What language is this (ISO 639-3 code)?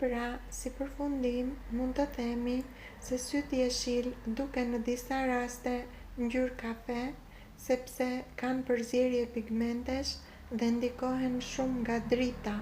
sqi